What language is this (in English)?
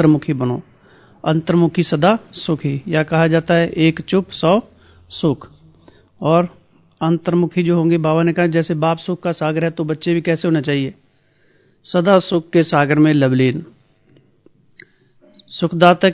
Hindi